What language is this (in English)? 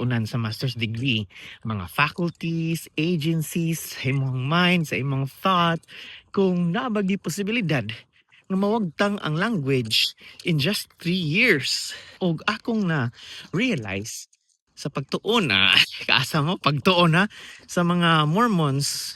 Cebuano